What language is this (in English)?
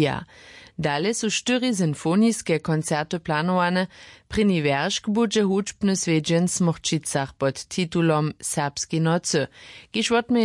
Upper Sorbian